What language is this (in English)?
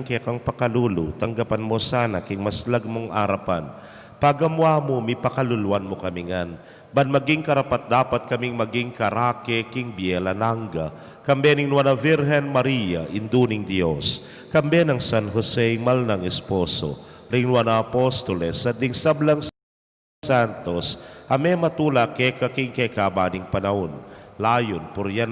Pampanga